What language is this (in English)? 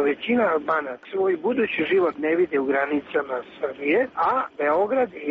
Serbian